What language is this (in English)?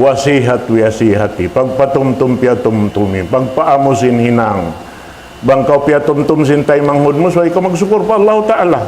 Tausug